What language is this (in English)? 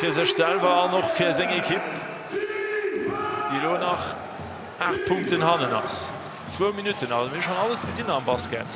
Luxembourgish